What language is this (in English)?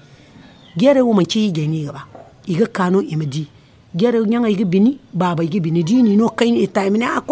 Zarma